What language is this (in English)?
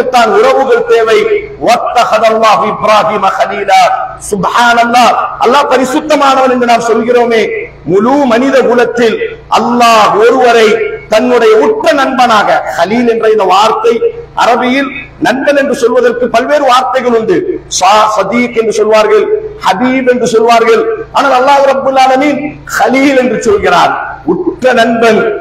Tamil